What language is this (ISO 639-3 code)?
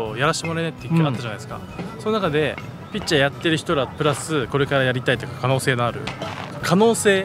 jpn